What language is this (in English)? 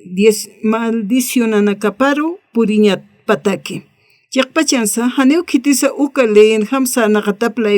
Aymara